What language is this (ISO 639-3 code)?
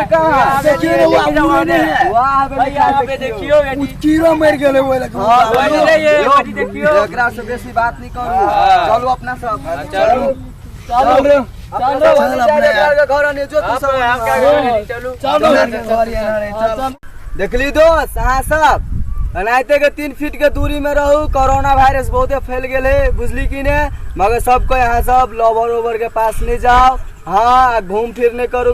mai